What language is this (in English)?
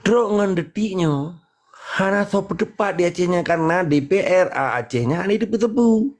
Achinese